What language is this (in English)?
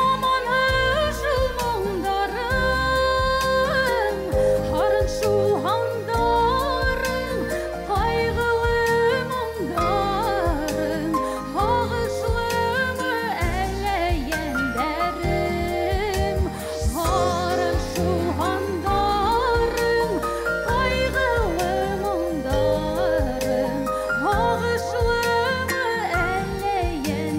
Bashkir